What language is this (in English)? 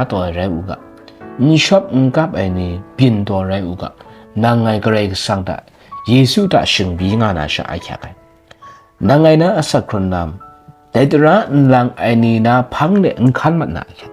Kachin